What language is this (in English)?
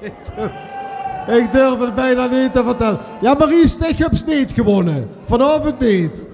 Limburgish